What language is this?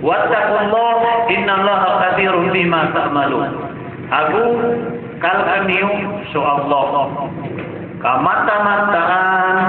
Maranao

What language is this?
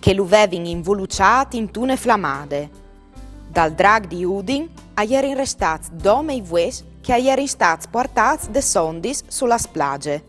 Friulian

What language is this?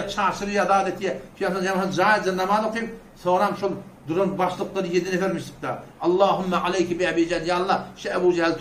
Turkmen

